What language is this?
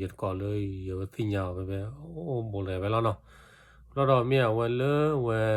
S'gaw Karen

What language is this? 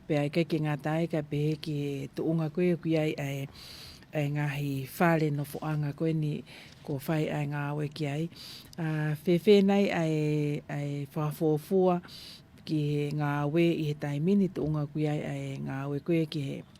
Tongan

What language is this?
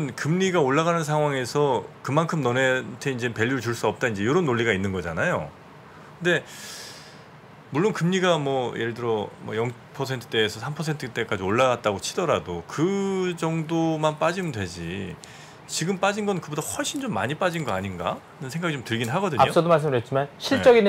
Korean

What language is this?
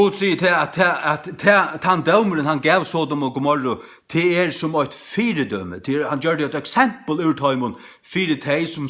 Faroese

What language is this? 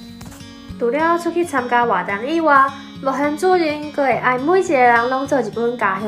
Min Nan Chinese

